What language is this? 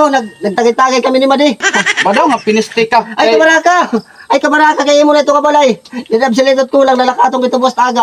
Waray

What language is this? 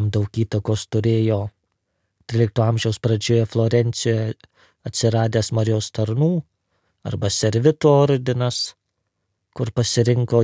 Lithuanian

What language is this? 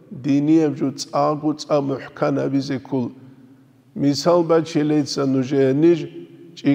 Avaric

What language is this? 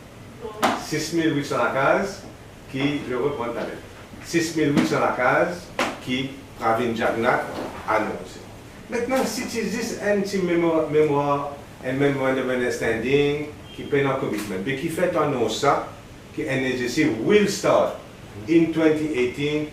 Morisyen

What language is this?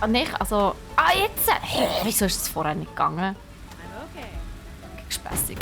Swiss German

